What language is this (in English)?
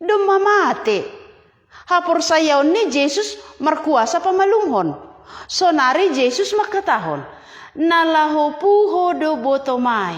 Batak Simalungun